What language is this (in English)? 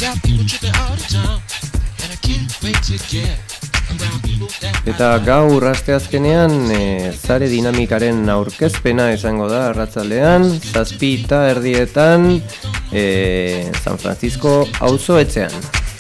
Basque